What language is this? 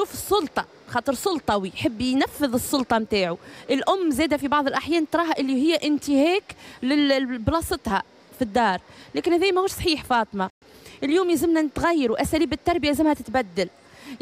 Tunisian Arabic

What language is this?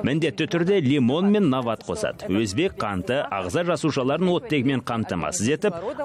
Kazakh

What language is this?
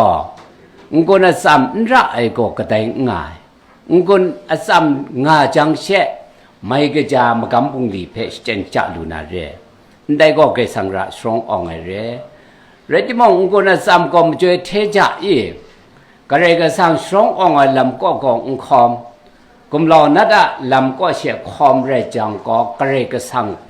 Kachin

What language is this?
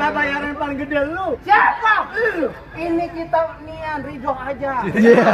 Betawi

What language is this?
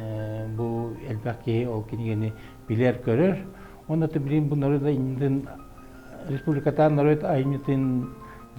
Yakut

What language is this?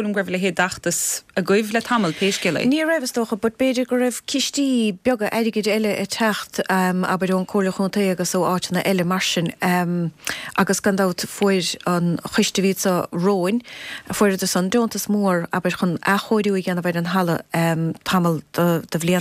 Irish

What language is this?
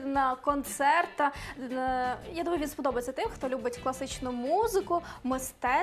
Ukrainian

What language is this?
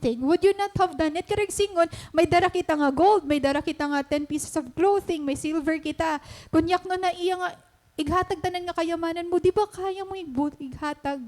Waray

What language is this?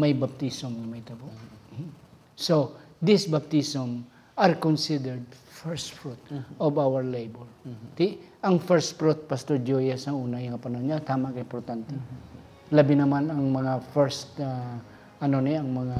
Hiligaynon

